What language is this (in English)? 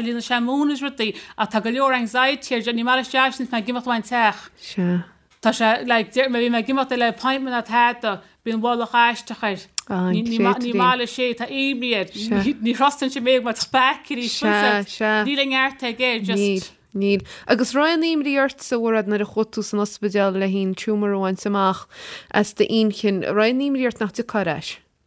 Irish